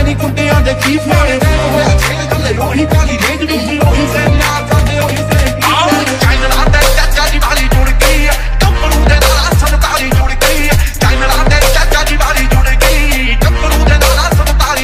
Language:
Punjabi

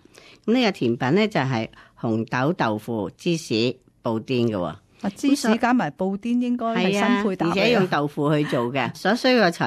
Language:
Cantonese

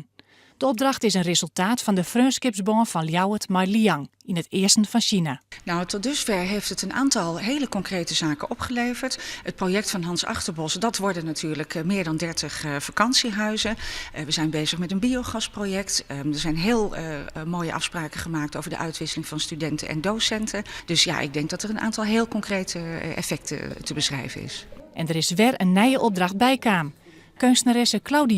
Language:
Western Frisian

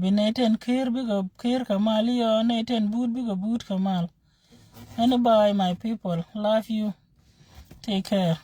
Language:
Nuer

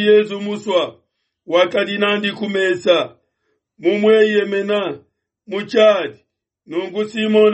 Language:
Luba-Lulua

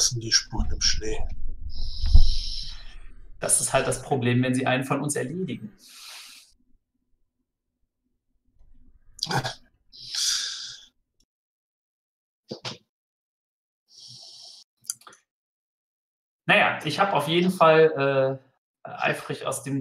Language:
German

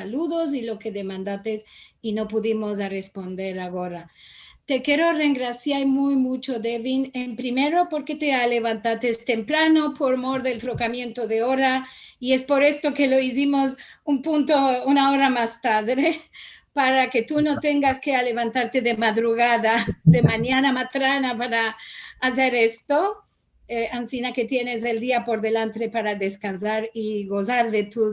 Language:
Ladino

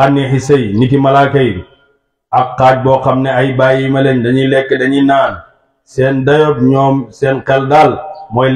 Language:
Wolof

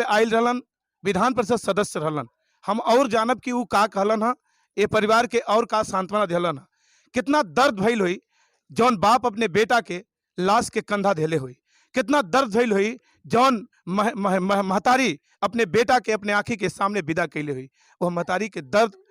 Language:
Bhojpuri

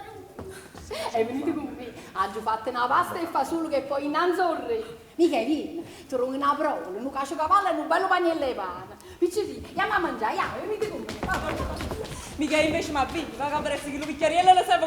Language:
Neapolitan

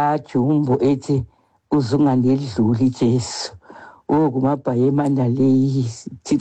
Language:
Xhosa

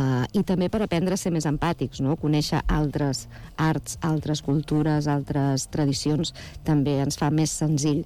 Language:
Catalan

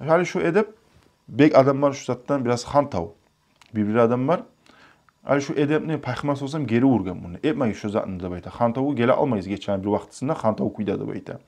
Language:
Kumyk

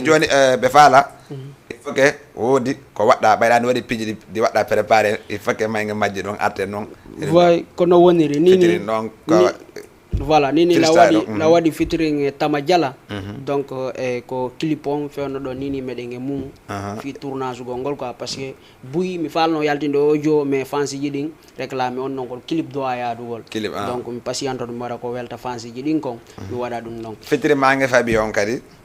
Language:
Fula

